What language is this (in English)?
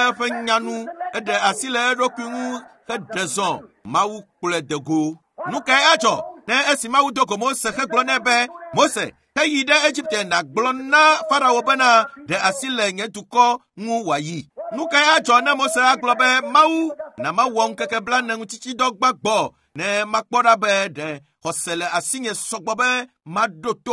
Ewe